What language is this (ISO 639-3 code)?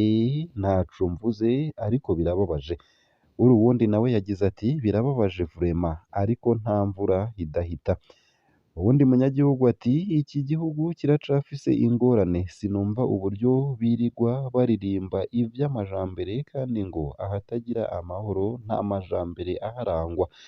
run